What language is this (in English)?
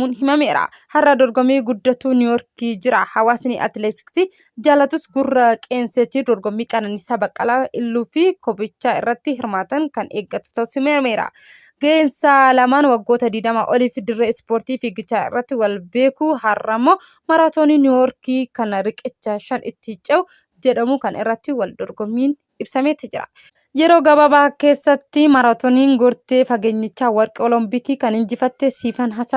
Oromo